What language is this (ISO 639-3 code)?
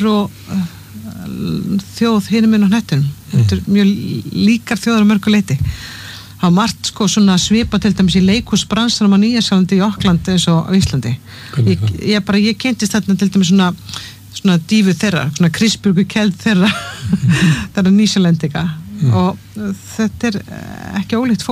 isl